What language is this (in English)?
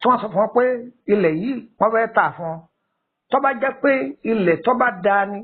Yoruba